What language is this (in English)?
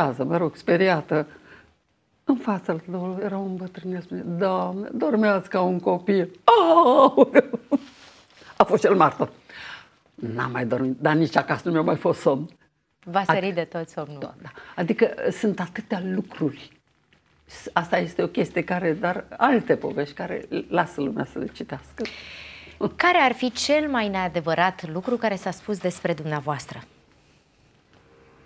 Romanian